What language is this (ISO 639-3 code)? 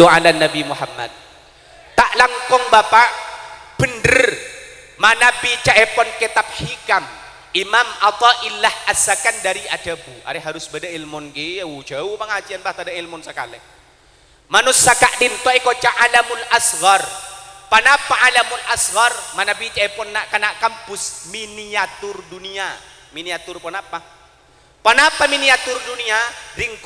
mad